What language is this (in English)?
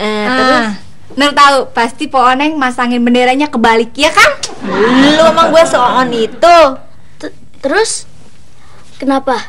Indonesian